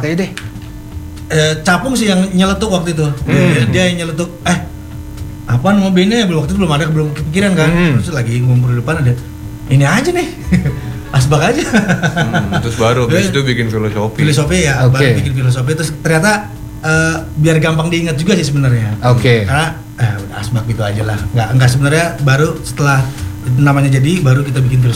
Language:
Indonesian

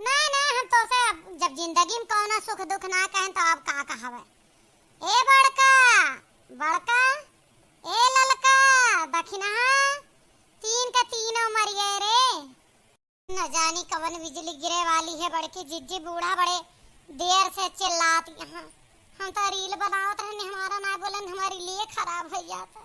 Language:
Awadhi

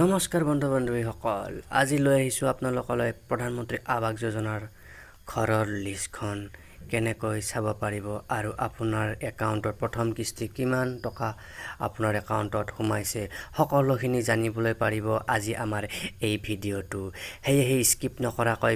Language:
Assamese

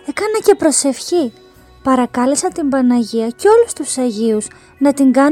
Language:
Greek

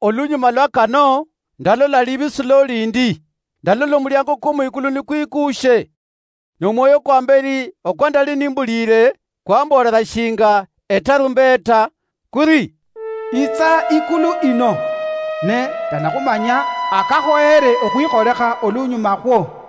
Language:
Luyia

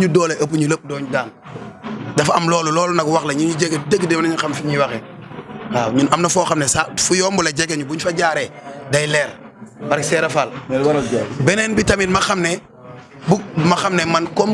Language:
Wolof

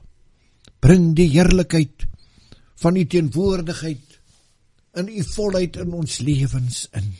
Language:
Afrikaans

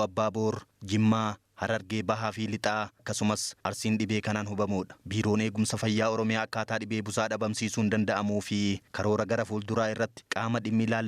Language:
Oromo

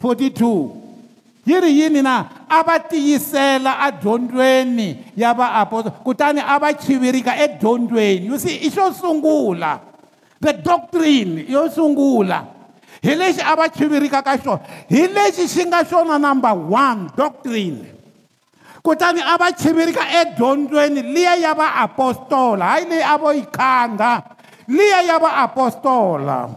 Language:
Tsonga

